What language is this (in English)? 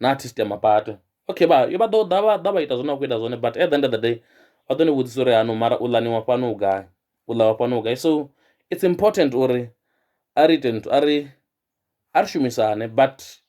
Venda